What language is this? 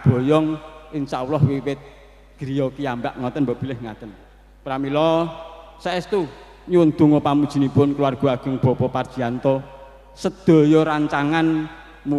Javanese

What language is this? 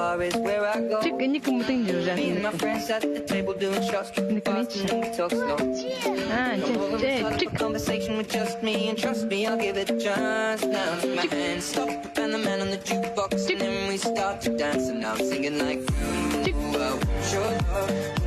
Yakut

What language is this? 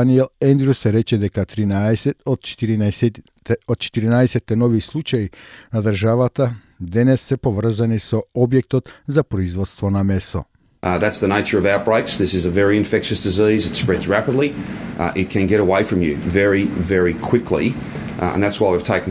Macedonian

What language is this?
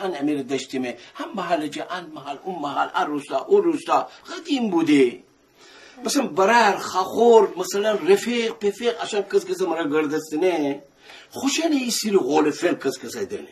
Gilaki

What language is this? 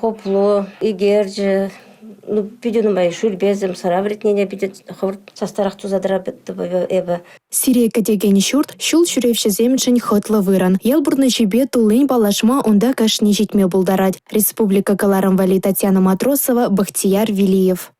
Chuvash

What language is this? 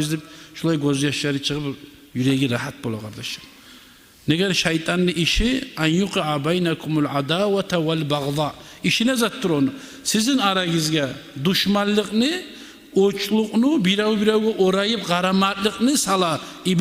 Kumyk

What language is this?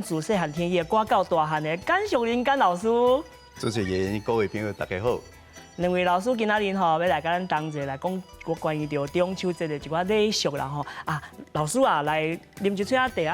Min Nan Chinese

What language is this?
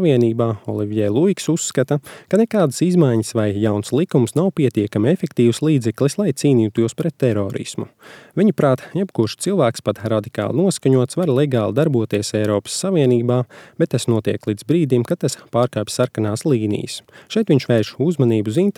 Latvian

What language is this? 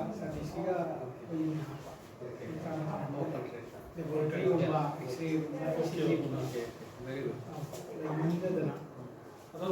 Manipuri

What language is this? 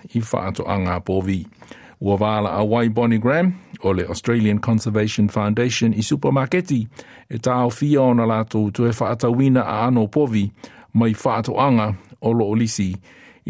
Samoan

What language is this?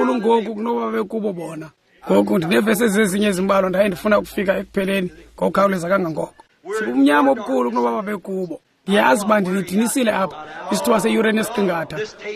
Xhosa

